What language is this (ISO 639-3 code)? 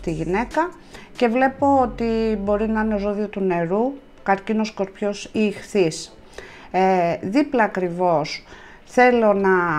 ell